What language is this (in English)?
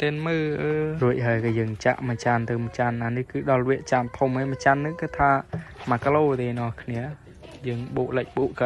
Khmer